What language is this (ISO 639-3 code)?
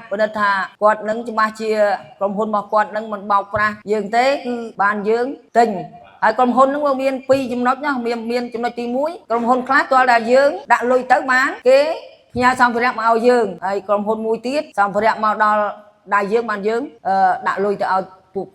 khm